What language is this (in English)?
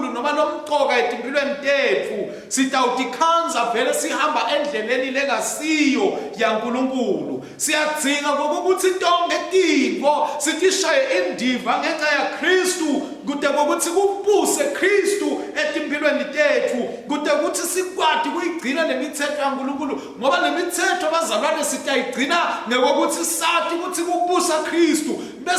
Swati